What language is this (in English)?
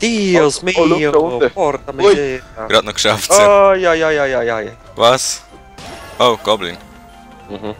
Swiss German